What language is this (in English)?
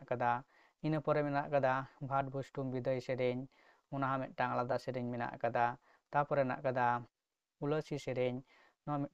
Santali